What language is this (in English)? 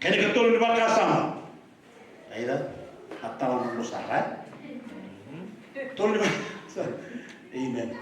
Fijian